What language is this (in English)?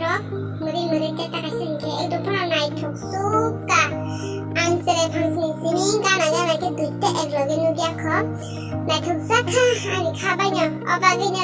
Kok Borok